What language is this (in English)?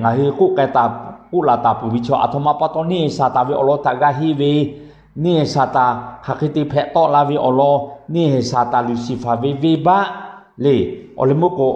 Lahu